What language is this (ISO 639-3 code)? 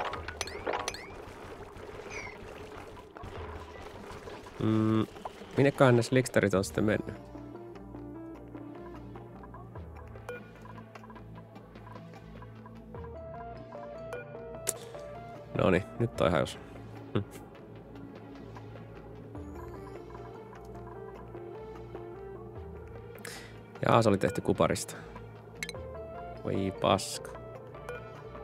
fin